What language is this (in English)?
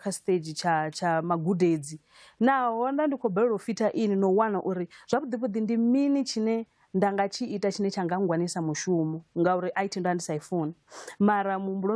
Venda